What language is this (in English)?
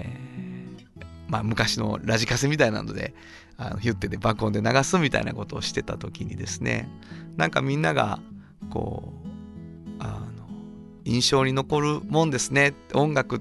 Japanese